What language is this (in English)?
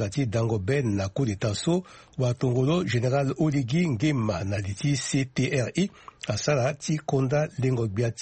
Sango